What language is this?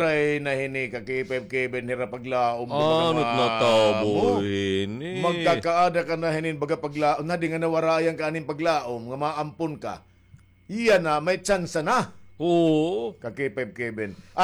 Waray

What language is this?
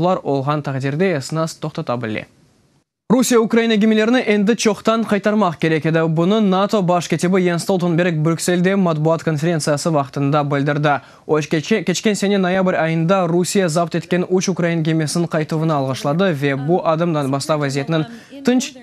Crimean Tatar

